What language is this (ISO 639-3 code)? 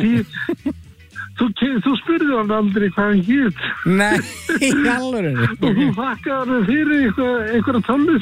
isl